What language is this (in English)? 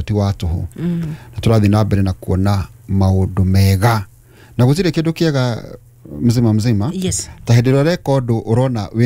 Kikuyu